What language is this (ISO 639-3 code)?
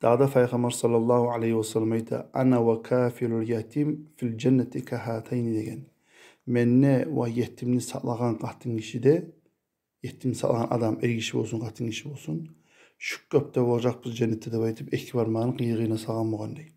kum